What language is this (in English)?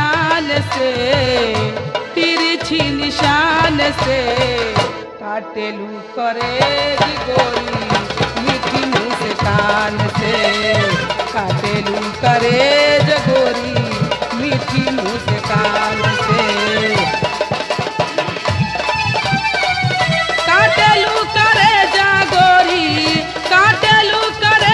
Bhojpuri